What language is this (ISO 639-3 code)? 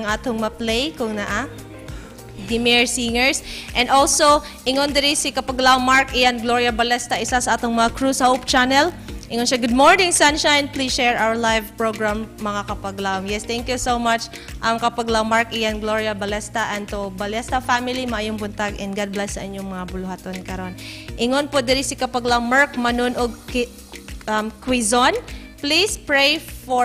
ceb